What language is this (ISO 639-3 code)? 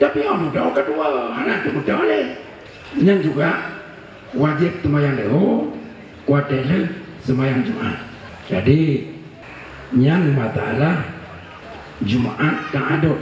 ace